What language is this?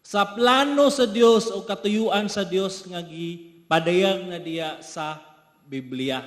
Cebuano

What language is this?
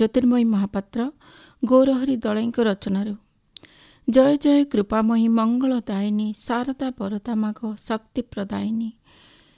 Odia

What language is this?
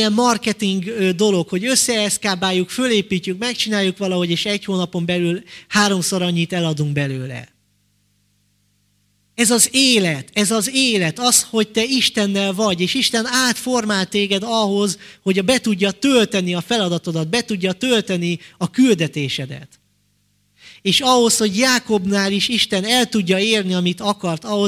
Hungarian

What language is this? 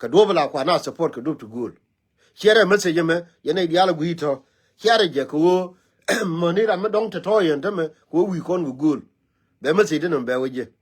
Nuer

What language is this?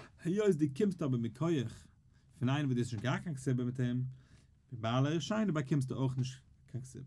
Yiddish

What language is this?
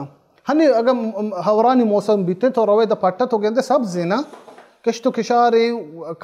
Baluchi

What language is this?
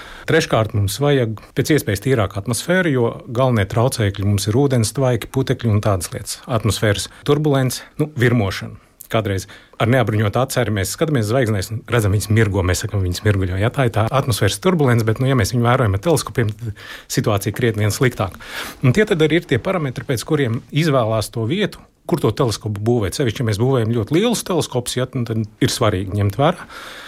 Latvian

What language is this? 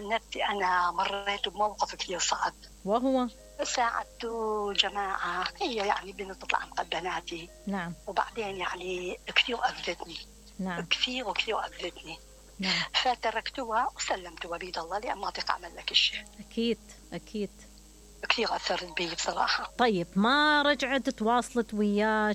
Mesopotamian Arabic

